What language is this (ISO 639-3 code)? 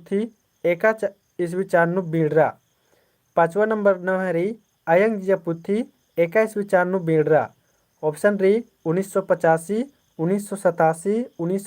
kru